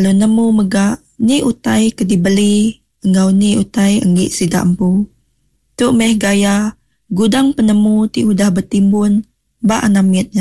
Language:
Iban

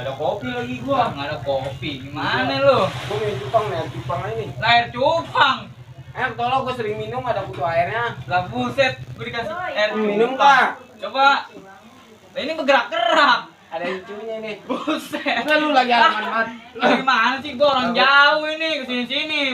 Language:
Betawi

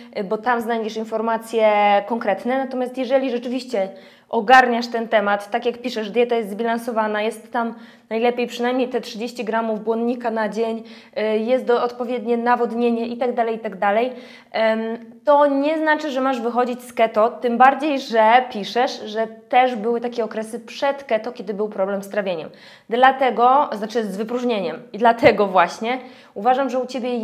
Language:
Polish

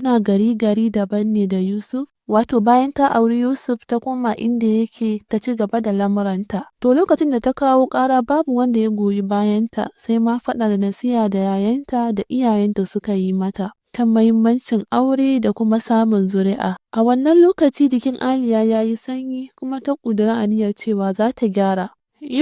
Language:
Hausa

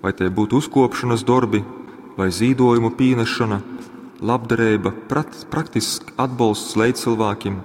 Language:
Latgalian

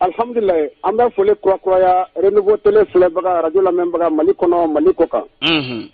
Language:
Bambara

